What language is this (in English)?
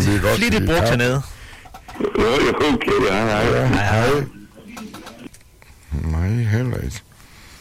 Danish